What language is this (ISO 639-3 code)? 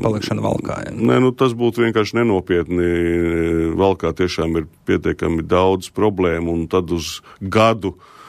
lav